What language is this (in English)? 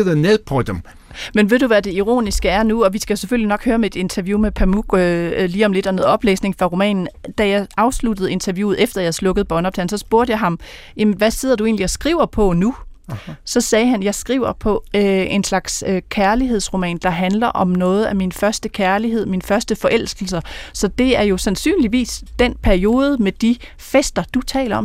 Danish